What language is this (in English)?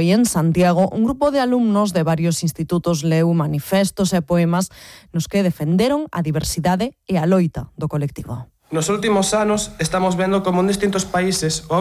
Galician